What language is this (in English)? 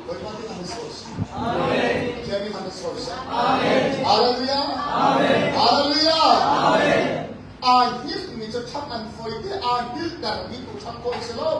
Hakha Chin